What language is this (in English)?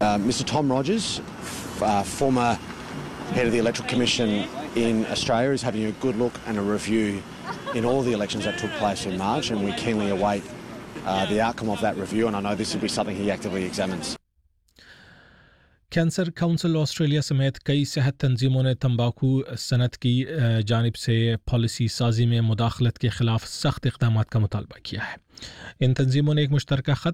Urdu